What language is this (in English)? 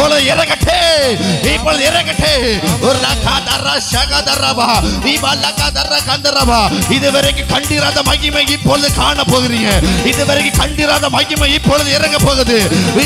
Tamil